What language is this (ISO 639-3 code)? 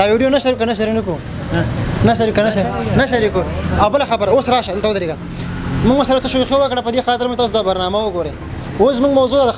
pus